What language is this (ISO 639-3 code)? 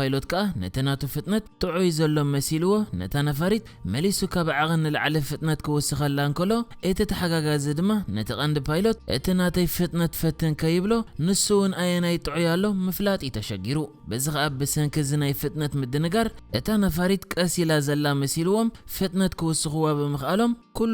tir